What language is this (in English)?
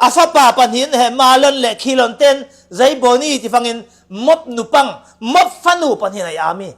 Falam Chin